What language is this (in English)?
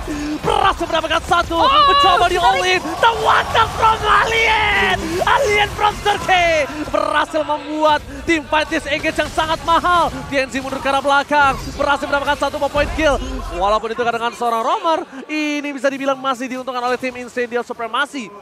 Indonesian